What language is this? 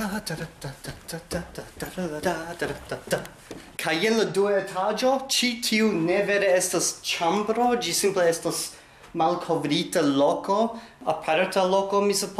Esperanto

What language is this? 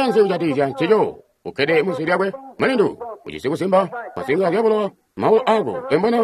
Tonga (Zambia)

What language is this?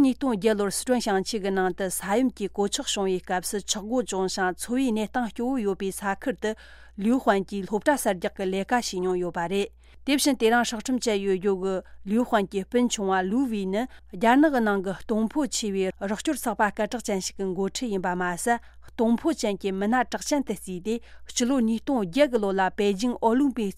Tibetan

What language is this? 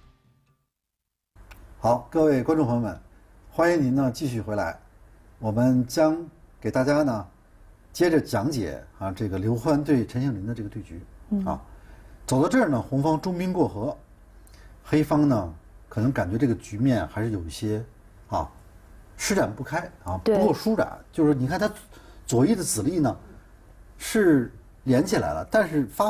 Chinese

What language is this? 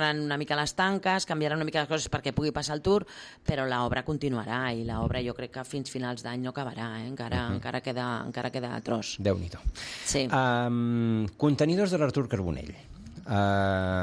Catalan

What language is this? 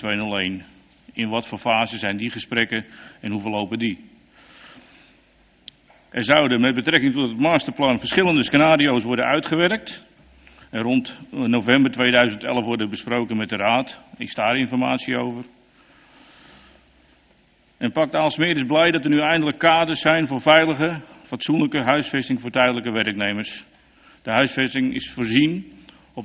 Dutch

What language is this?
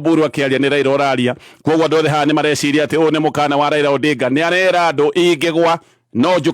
Kikuyu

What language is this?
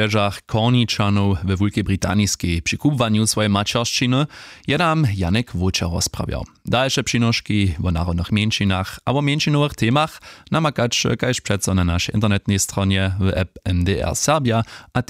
Upper Sorbian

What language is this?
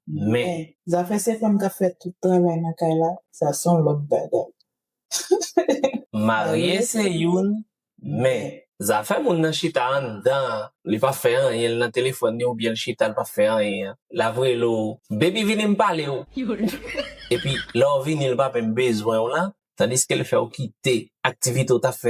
Haitian Creole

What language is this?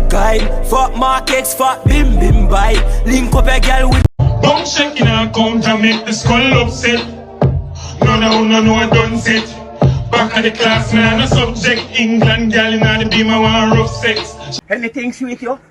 Jamaican Creole English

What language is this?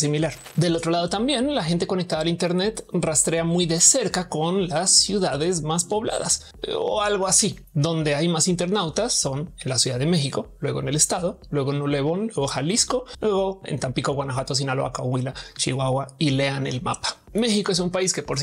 Spanish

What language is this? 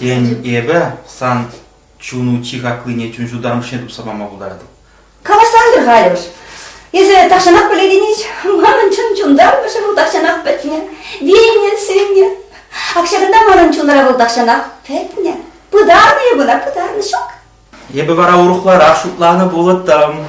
Chuvash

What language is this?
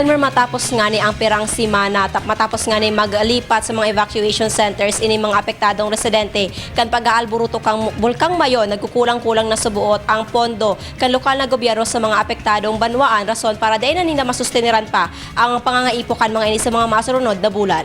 Bikol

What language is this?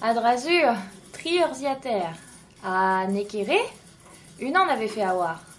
Breton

